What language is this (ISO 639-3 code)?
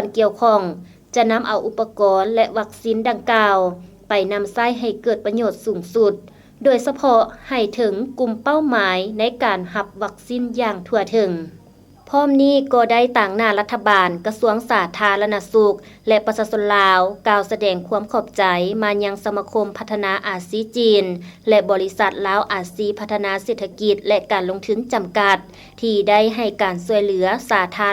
lao